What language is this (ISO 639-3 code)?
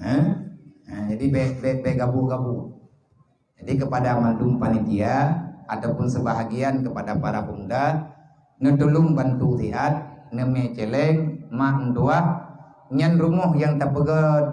ace